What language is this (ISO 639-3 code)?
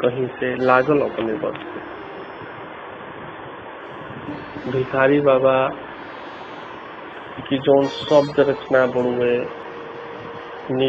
bho